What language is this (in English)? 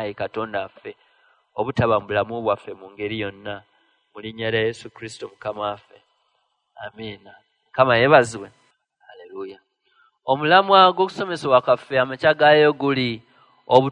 Ganda